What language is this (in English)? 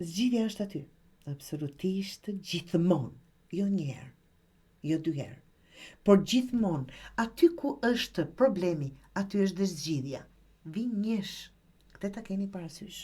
Albanian